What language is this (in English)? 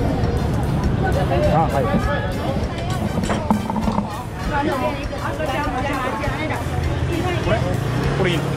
Japanese